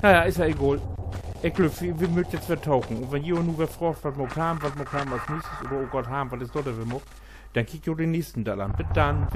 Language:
Low German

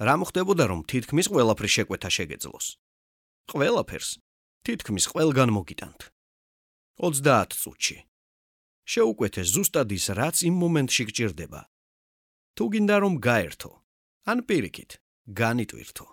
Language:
Georgian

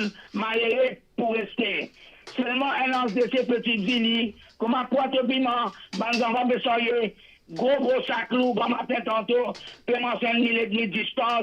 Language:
Morisyen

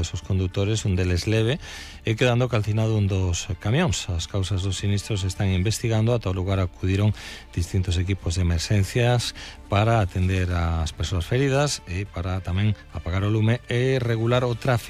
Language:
Galician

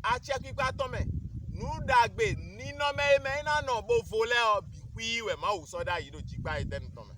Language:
Fon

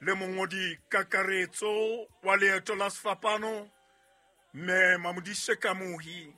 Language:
Southern Sotho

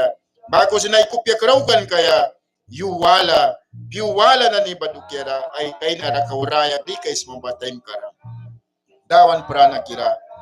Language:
Mískito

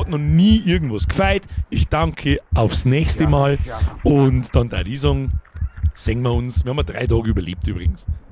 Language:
Bavarian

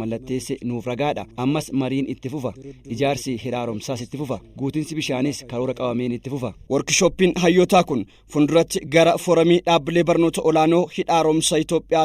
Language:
Oromo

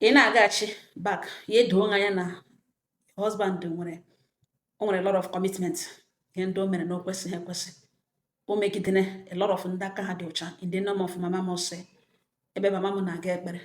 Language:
Igbo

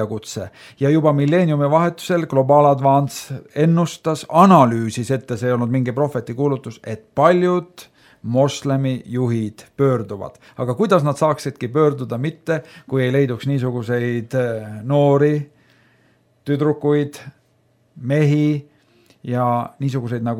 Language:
Estonian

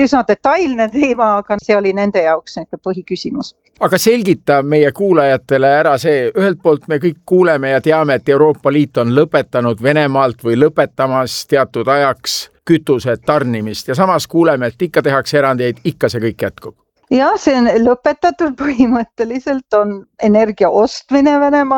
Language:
Estonian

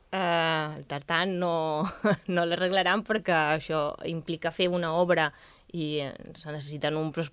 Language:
Catalan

